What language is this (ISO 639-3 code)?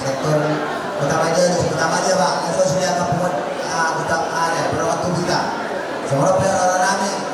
bbc